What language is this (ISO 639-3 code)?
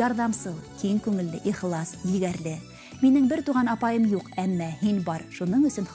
bak